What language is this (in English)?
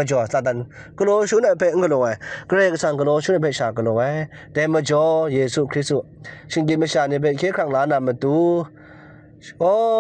Kachin